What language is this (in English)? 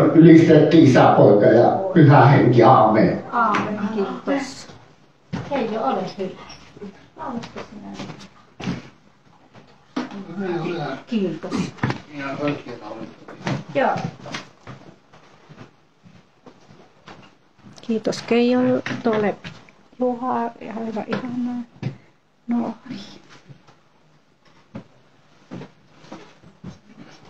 Finnish